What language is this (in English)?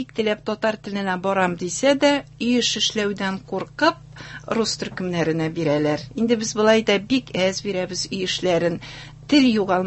Tatar